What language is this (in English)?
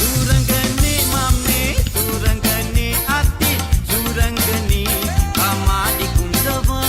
Morisyen